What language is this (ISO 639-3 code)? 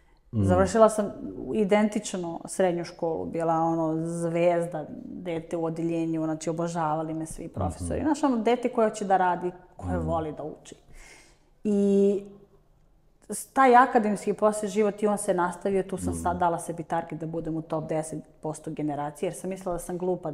srp